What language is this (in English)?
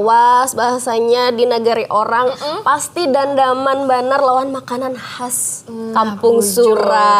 Banjar